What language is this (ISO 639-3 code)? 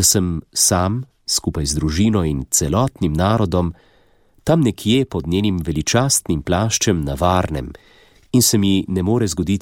slv